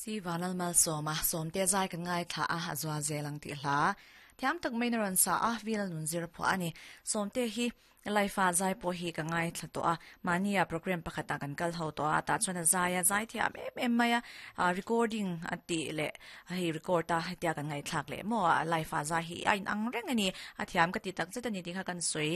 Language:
Mizo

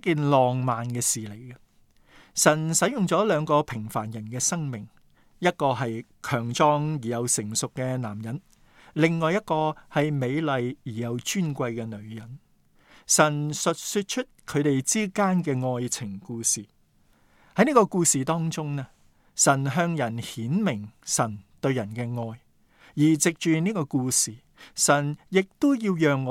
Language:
Cantonese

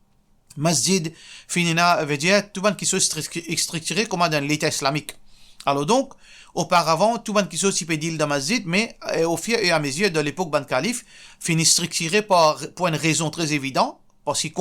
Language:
Morisyen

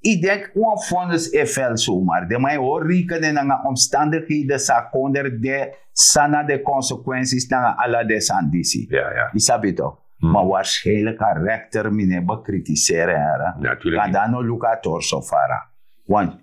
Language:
Sranan Tongo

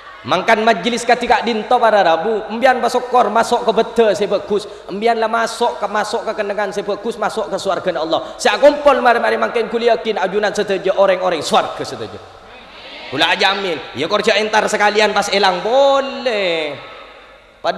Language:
Madurese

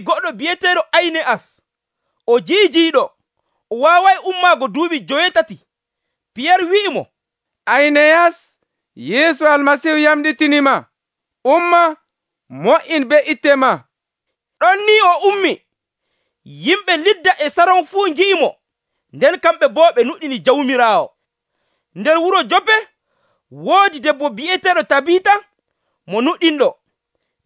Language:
Nigerian Fulfulde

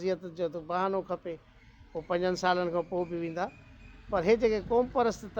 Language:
Sindhi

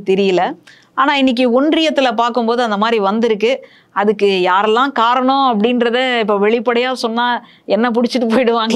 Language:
Tamil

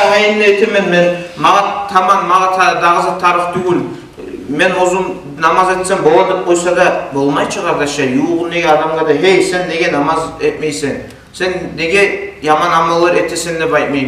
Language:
Kumyk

